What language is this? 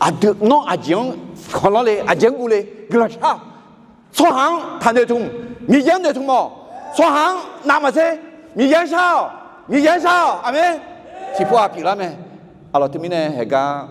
Akha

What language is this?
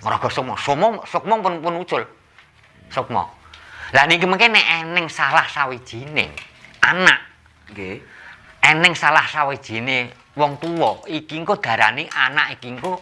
Javanese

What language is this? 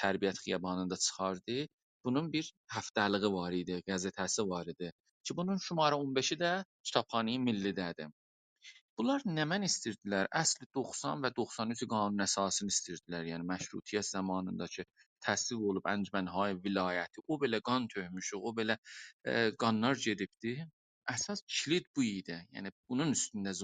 South Azerbaijani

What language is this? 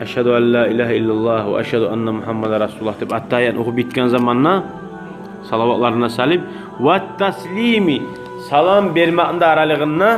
Kumyk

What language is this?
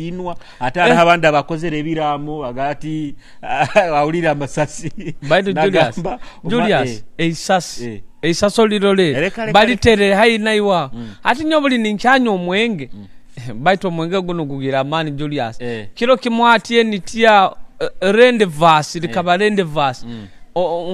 Nyoro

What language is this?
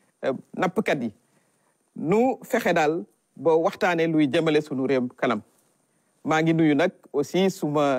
Wolof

